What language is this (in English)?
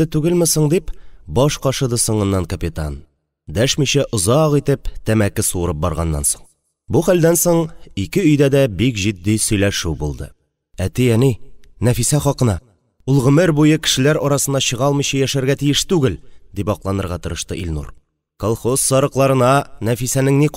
Tatar